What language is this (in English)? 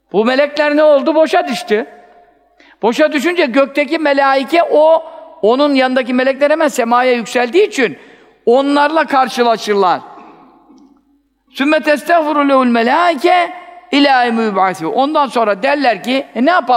Turkish